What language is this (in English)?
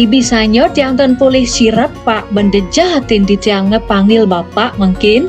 Balinese